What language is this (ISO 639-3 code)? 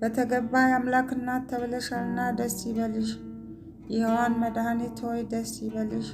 amh